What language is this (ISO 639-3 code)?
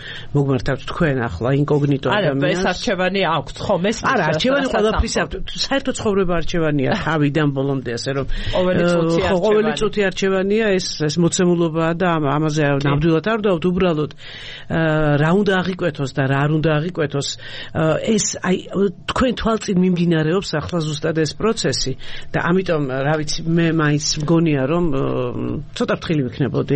kat